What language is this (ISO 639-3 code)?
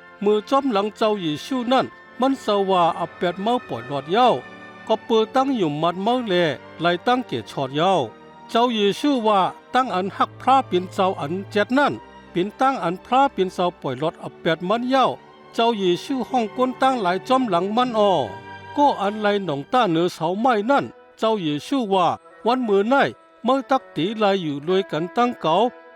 shn